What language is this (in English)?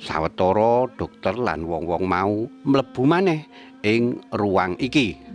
Javanese